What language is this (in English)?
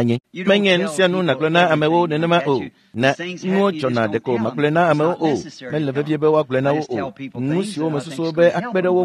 Ewe